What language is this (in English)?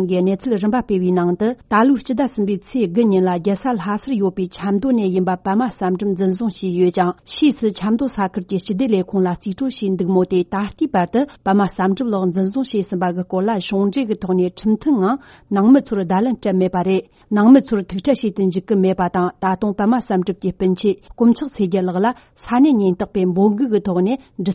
Tibetan